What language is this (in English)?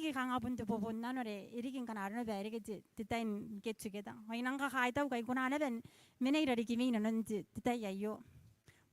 Gilbertese